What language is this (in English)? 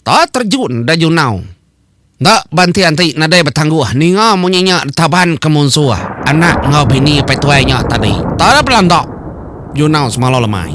Iban